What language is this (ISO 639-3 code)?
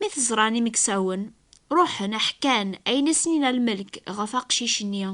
kab